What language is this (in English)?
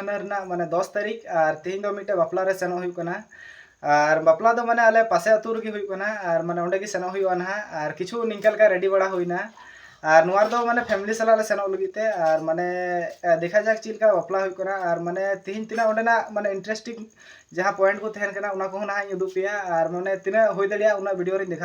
Santali